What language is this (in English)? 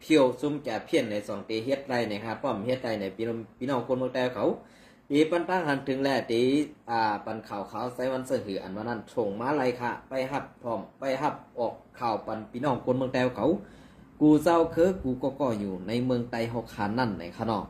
Shan